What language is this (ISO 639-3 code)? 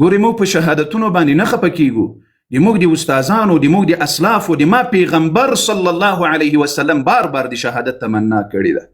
pus